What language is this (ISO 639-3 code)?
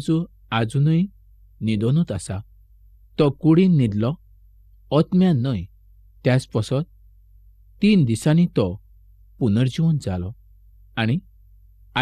kok